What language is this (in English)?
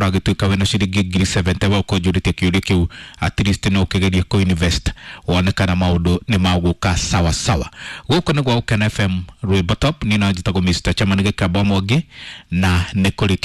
Kikuyu